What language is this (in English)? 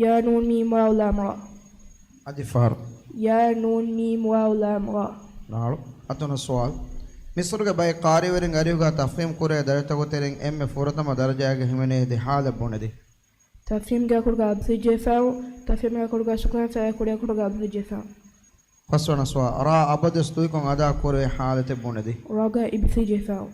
Divehi